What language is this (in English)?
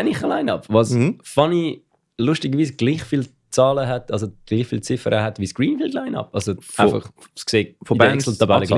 Swiss German